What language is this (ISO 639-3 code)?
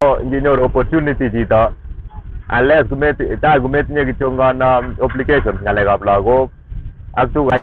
kln